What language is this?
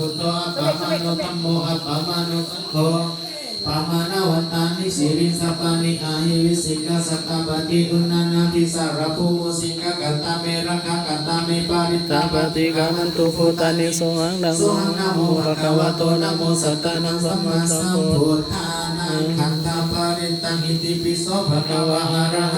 Pali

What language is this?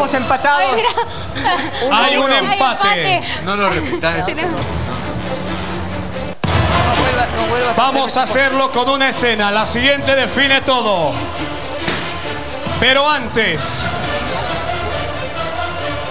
Spanish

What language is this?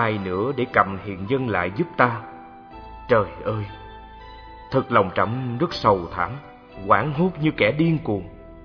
Vietnamese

